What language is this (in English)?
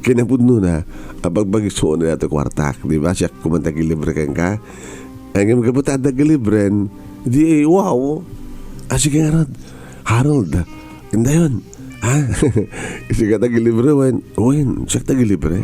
Iloko